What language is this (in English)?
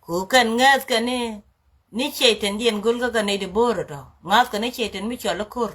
Nuer